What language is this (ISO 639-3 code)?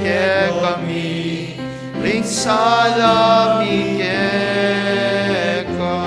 pam